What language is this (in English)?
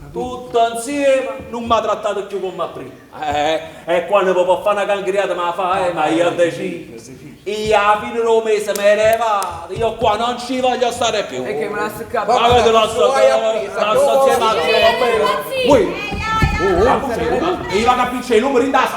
Neapolitan